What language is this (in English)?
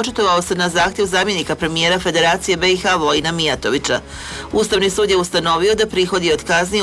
Croatian